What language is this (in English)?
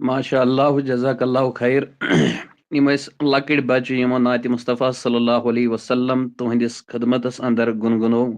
Kashmiri